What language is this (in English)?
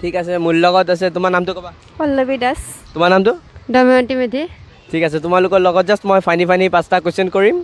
Assamese